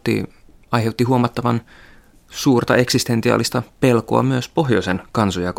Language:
Finnish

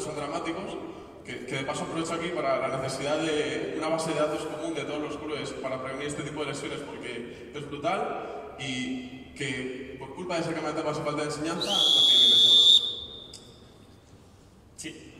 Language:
Spanish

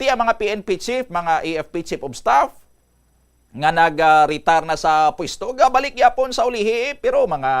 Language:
Hiligaynon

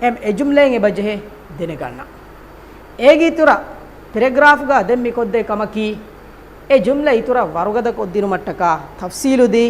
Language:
Divehi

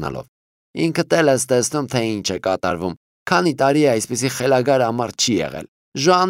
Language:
Armenian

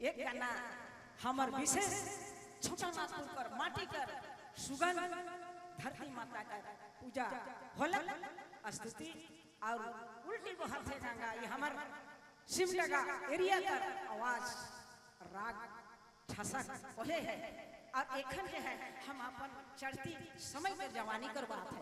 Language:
Sadri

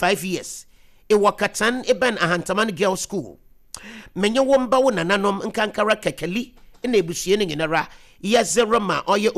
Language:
Akan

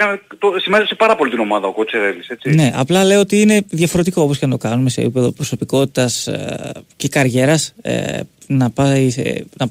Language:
Greek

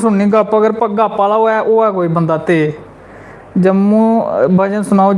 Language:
Dogri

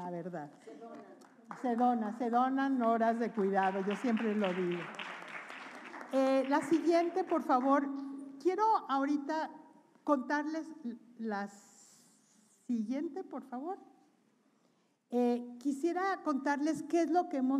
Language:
Spanish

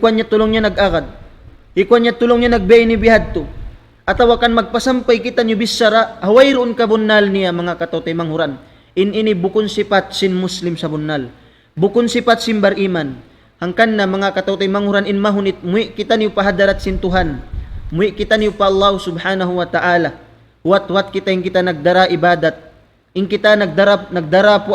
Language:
Tausug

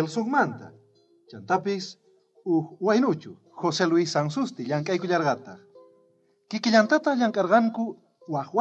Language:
South Bolivian Quechua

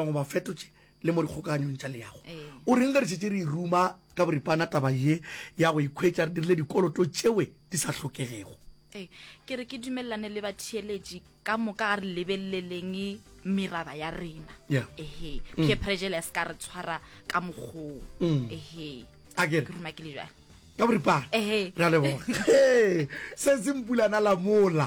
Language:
Northern Sotho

